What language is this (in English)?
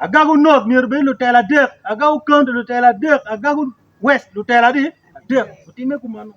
Acoli